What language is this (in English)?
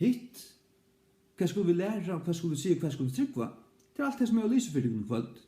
Faroese